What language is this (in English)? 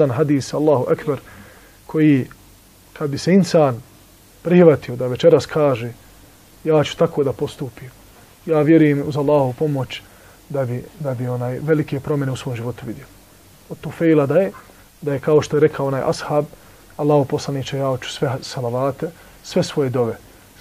Bosnian